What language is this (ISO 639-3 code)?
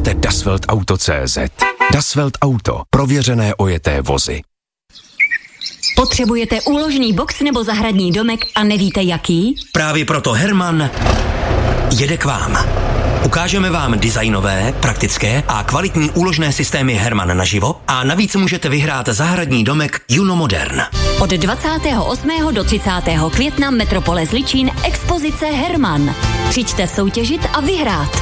ces